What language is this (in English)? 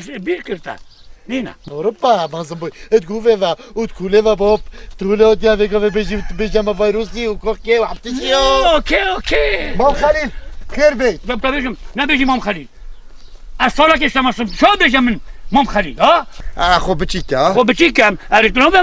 Kurdish